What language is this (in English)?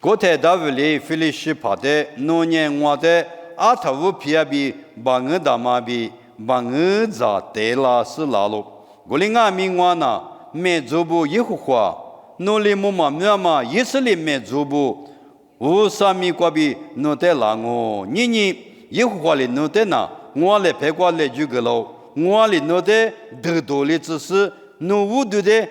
Lisu